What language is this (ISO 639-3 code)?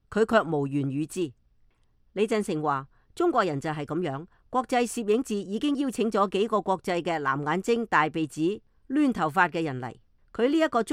yue